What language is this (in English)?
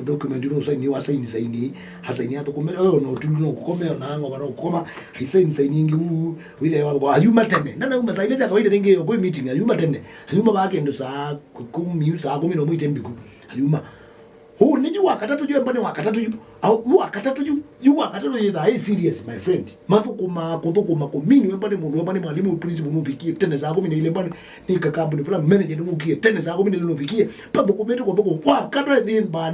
Kamba